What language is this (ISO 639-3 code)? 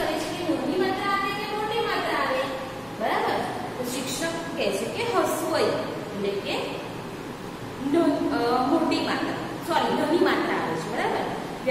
guj